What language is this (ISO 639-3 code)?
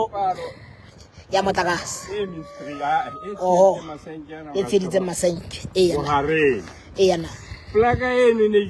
sot